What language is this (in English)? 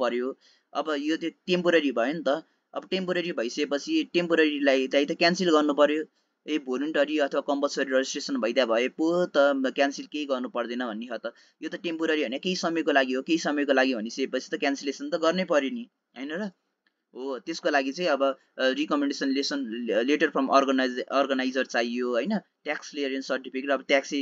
Nepali